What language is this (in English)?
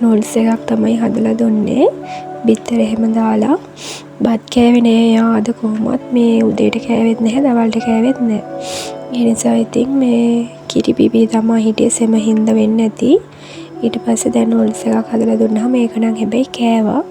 Sinhala